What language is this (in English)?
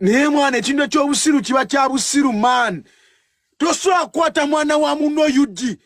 Ganda